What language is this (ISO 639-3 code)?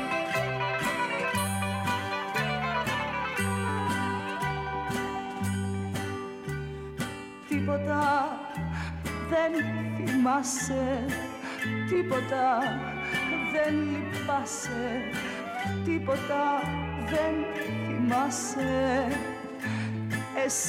ell